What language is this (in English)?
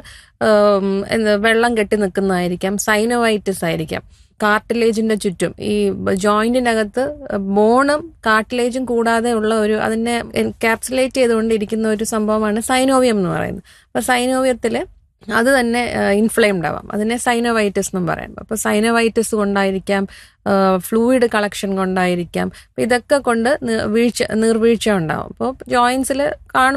Malayalam